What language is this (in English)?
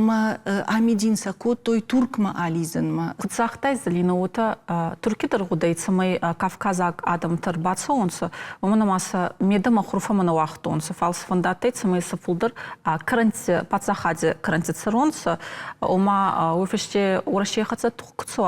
Ossetic